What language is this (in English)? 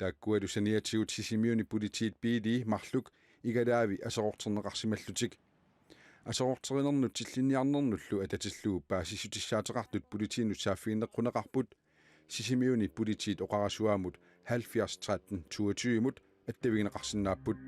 Kalaallisut